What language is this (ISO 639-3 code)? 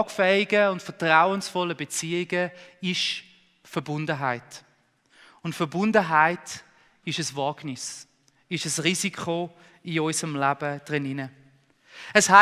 gsw